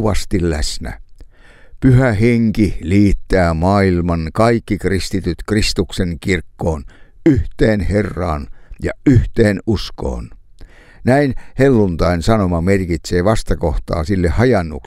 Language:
Finnish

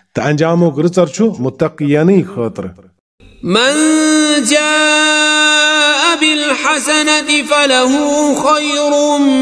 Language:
Kashmiri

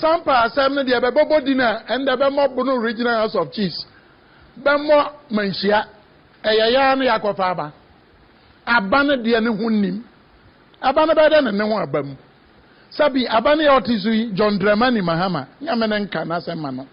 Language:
Akan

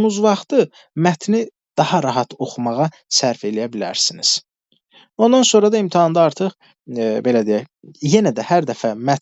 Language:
Azerbaijani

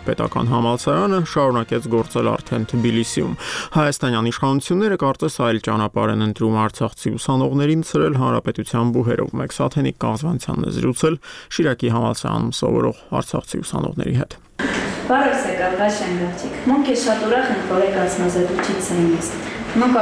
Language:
Armenian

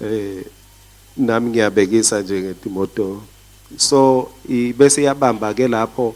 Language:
Swati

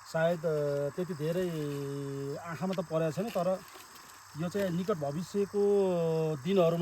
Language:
Nepali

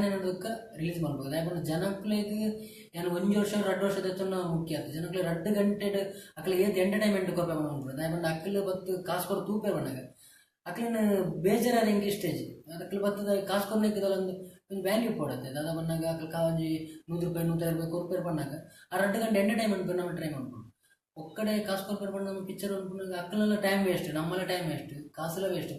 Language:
Tulu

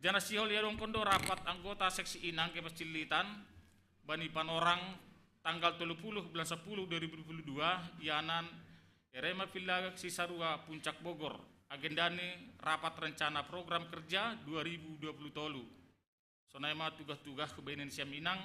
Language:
Batak Simalungun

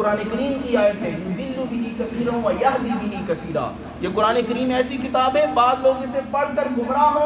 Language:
Urdu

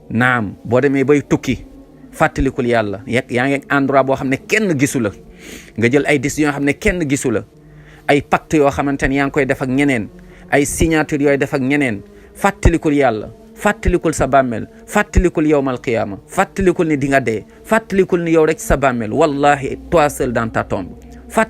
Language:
Wolof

